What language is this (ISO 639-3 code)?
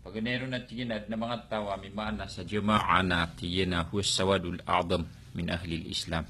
mrw